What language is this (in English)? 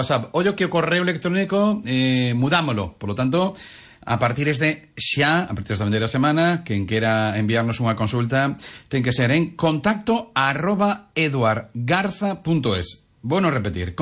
Galician